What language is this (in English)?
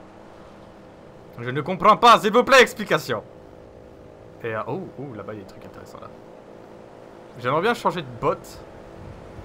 French